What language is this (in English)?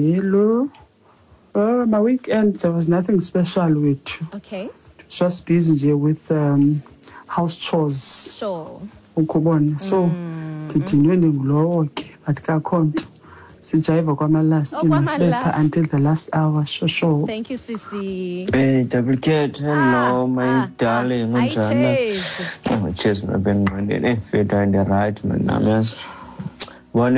Xhosa